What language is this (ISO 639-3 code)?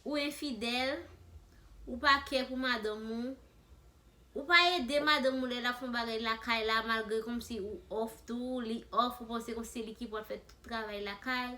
hat